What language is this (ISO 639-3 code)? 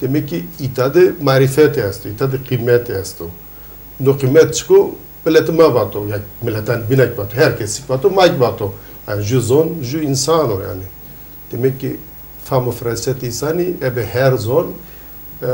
zza